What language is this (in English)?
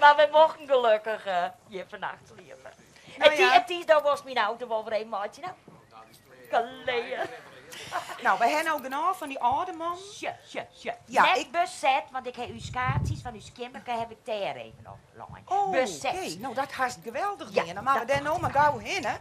Western Frisian